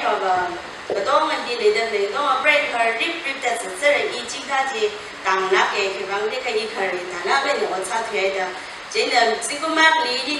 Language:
Tangkhul Naga (India)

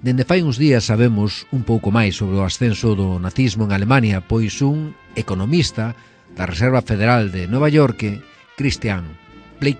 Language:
Galician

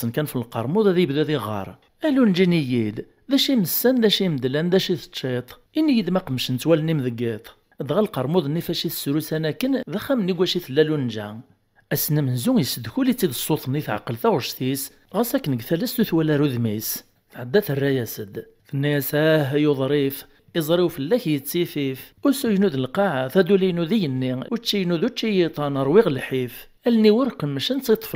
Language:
Kabyle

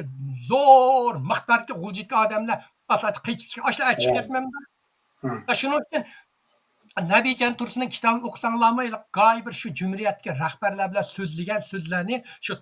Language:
Uyghur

